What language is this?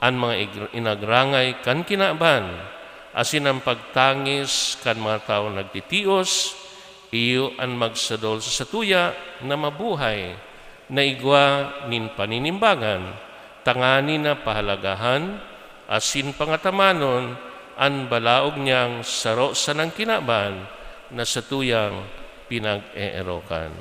Bikol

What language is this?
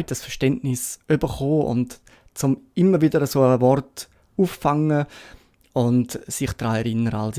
Swiss German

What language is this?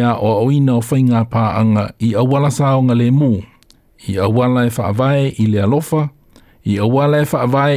Samoan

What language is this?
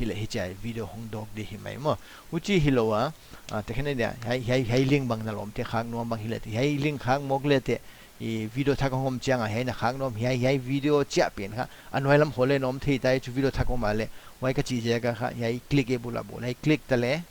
Paite Chin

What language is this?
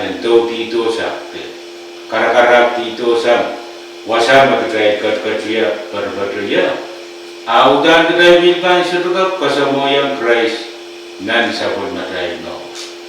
Pohnpeian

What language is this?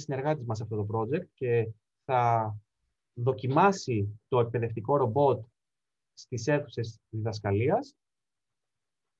Greek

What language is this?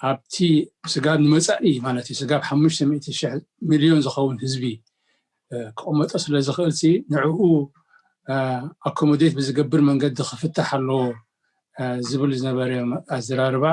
Tigrinya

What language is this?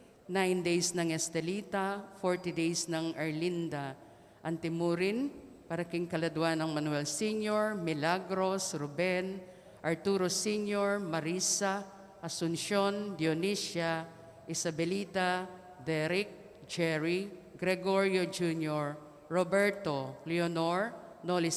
Pampanga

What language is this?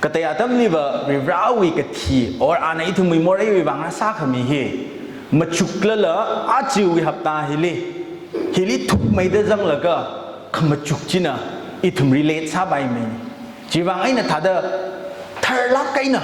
Tangkhul Naga (India)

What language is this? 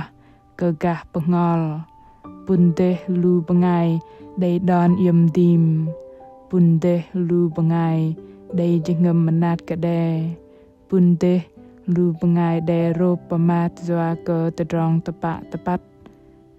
Bahnar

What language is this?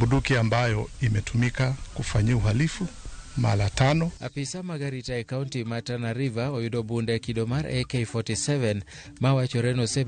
Luo (Kenya and Tanzania)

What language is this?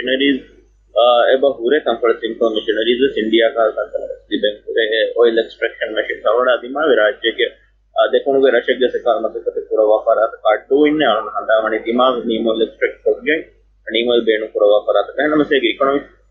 Divehi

